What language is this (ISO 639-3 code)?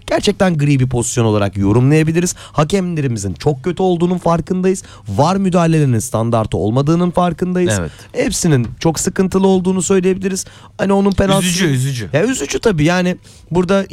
tur